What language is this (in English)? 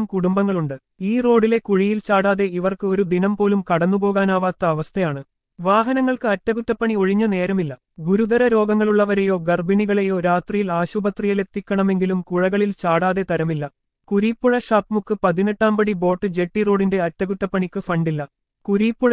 Malayalam